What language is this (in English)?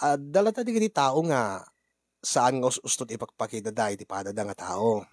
Iloko